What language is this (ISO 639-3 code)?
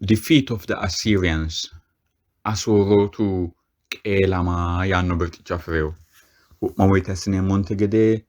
sid